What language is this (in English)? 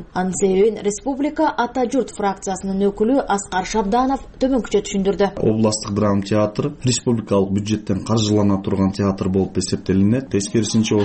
Kyrgyz